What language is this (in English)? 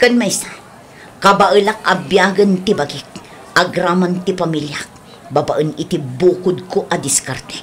Iloko